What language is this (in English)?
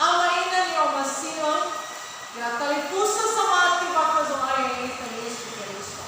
Nias